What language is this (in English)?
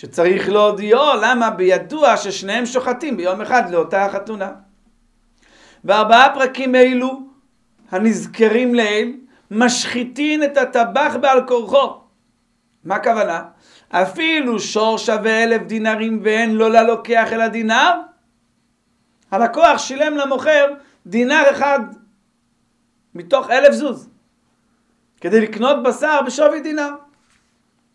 Hebrew